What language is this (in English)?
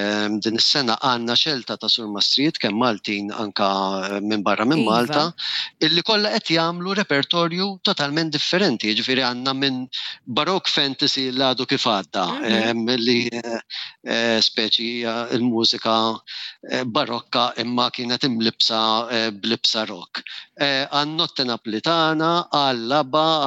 Maltese